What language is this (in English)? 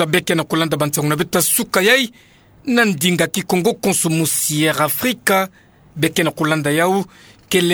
Kituba (Democratic Republic of Congo)